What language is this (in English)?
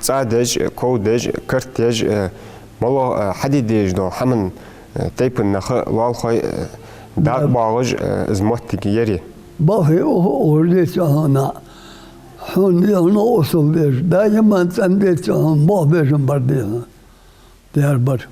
Ingush